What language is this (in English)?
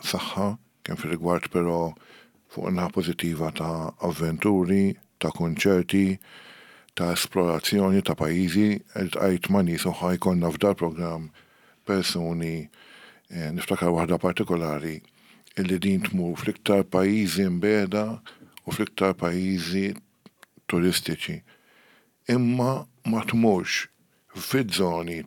Maltese